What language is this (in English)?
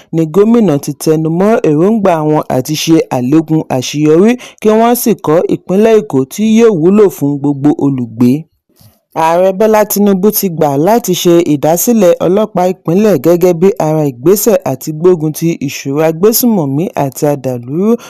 Yoruba